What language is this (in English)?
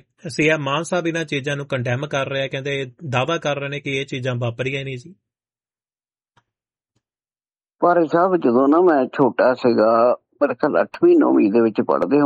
Punjabi